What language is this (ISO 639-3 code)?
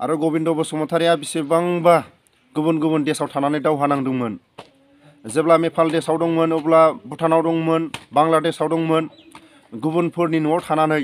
brx